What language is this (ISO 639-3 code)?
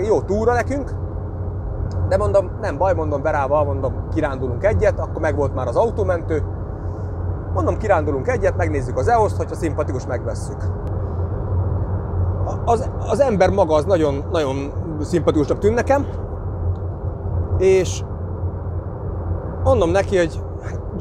hun